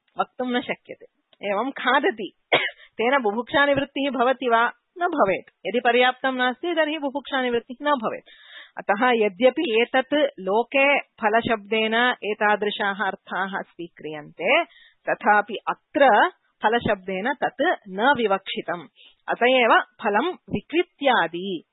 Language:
Sanskrit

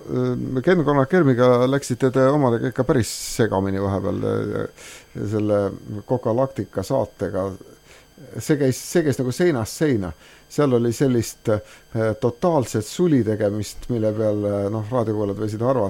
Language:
Estonian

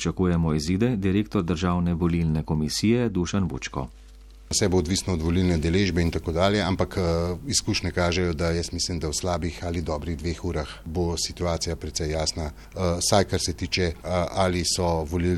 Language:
Slovenian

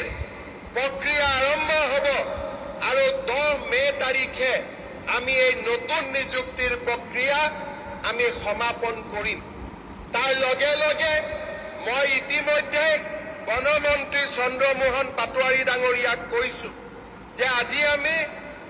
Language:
Assamese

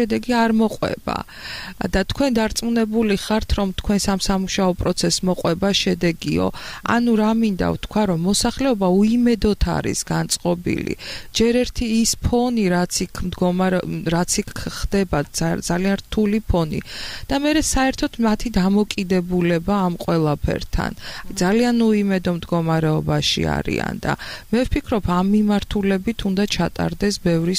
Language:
Georgian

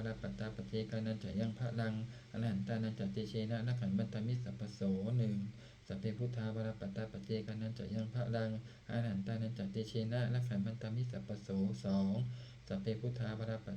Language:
Pali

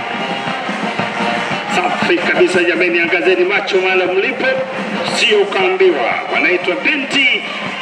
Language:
Swahili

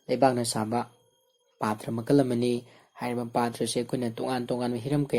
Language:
Manipuri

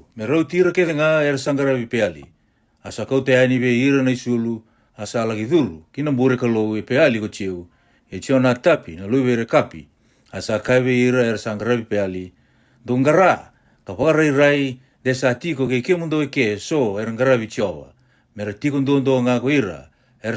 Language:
Fijian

